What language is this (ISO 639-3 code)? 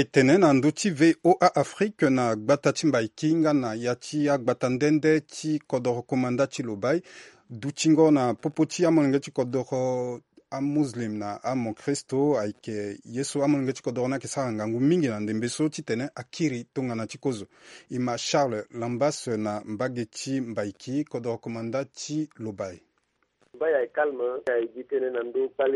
sag